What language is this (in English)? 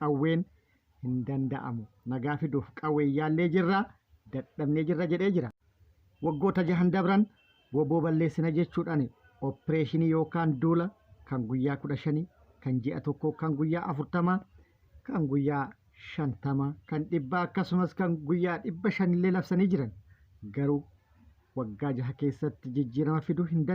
Oromo